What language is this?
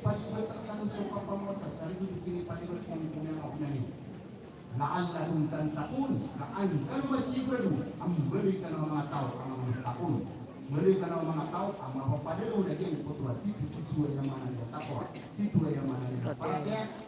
Maranao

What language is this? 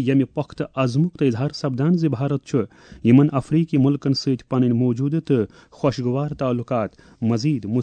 Kashmiri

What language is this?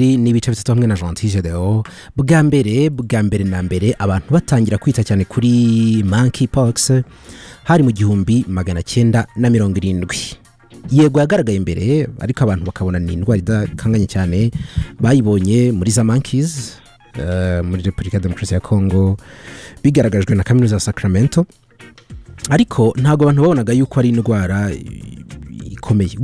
Kinyarwanda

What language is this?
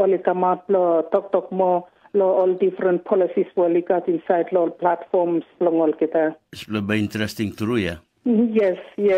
Tok Pisin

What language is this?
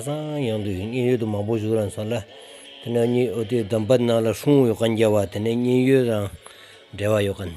Stod Bhoti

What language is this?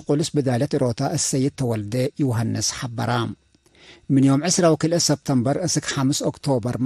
Tigre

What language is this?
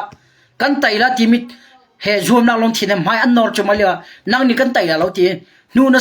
Hakha Chin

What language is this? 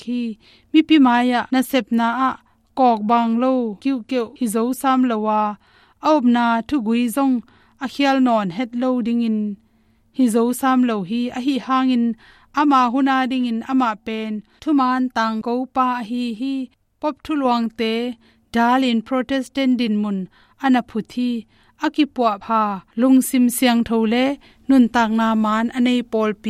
Tedim Chin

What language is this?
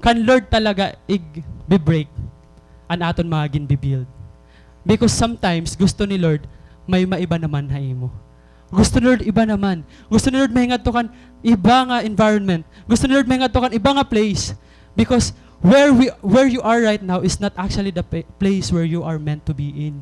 Waray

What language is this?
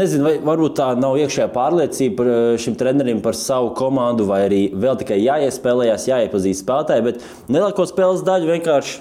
Latvian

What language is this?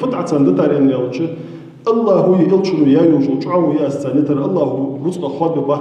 Ingush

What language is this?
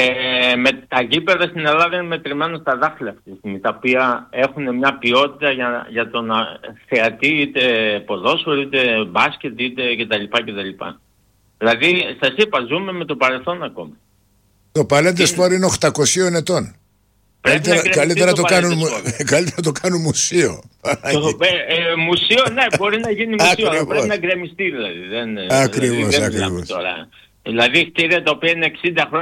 Greek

